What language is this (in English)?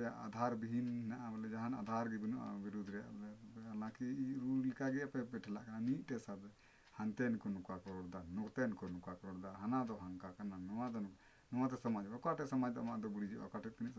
Santali